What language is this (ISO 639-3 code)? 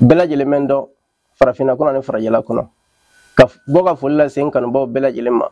bam